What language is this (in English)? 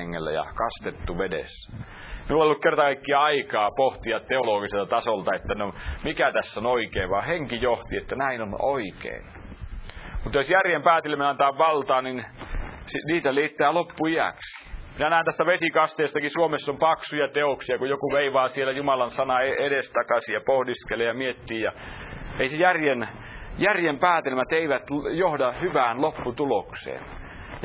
Finnish